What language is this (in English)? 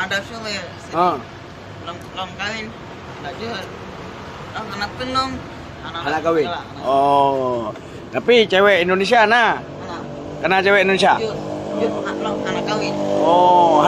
Achinese